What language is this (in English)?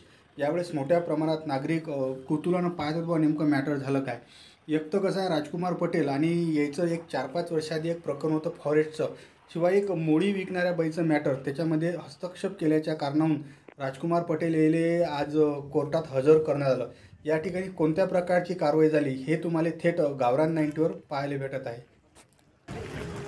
Marathi